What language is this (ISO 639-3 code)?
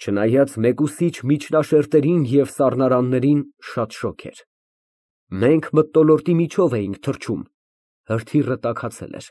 hye